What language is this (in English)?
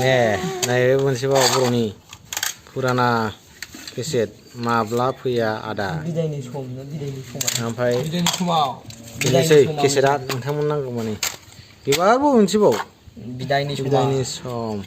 Bodo